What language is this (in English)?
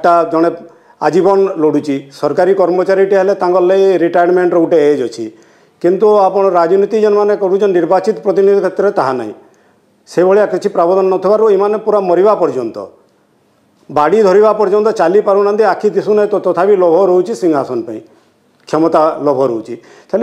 Odia